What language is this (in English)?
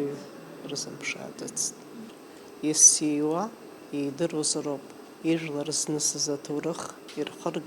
Abkhazian